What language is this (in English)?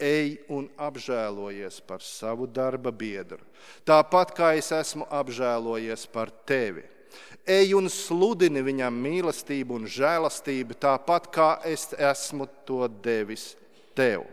Latvian